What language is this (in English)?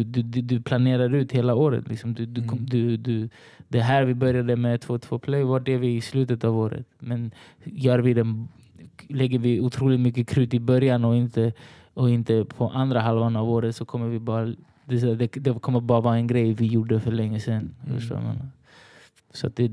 Swedish